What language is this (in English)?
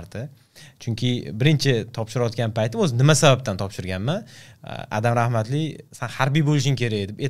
Uzbek